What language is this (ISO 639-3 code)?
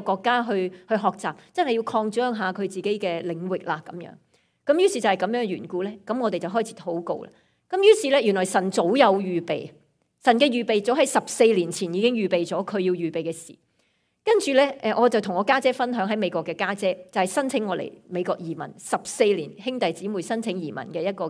yue